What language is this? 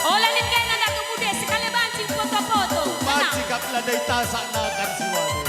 Batak Karo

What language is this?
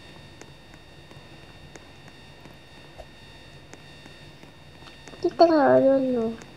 Indonesian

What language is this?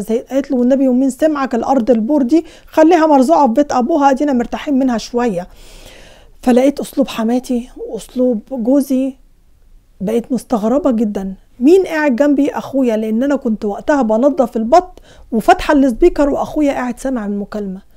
Egyptian Arabic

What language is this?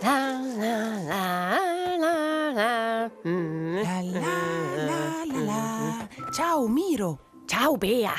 Romansh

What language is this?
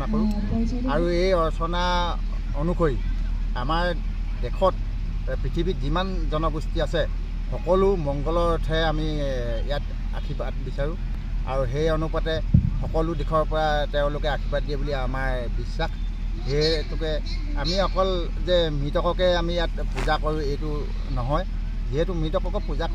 Assamese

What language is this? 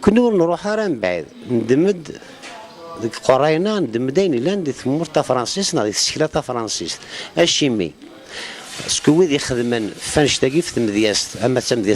Kabyle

